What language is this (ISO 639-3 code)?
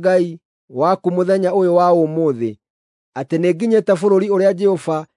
kik